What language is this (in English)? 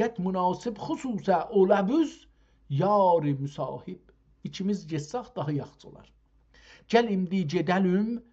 South Azerbaijani